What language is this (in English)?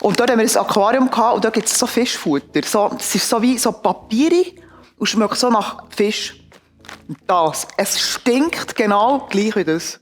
Swiss German